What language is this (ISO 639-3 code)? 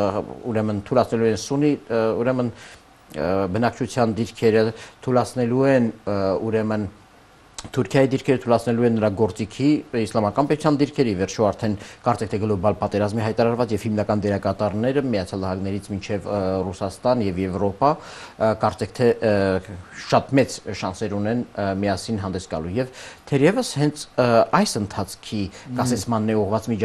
hye